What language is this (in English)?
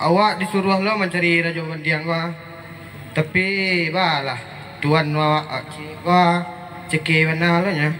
Minangkabau